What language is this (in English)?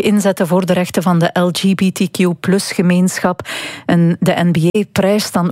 Dutch